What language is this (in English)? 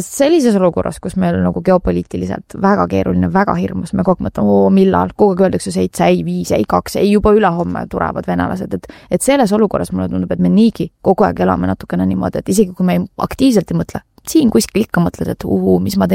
Estonian